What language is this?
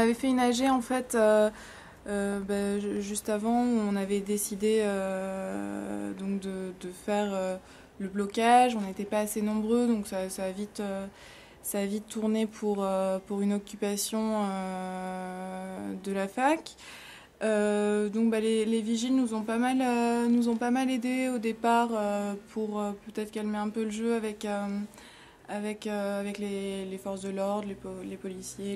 French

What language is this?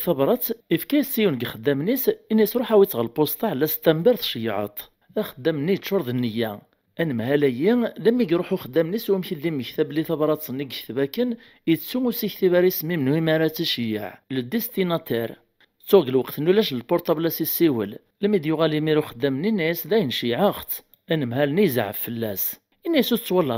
Kabyle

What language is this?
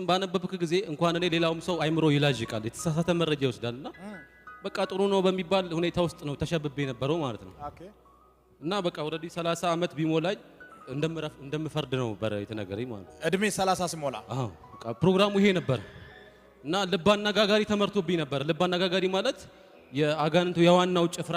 Amharic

